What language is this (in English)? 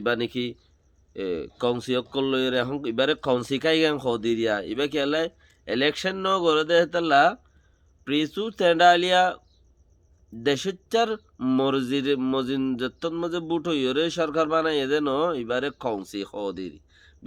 Rohingya